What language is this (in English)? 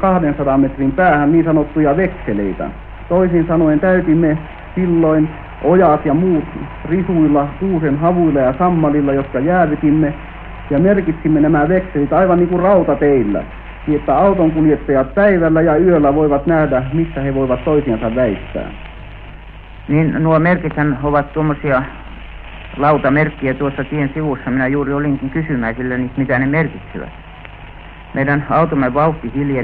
Finnish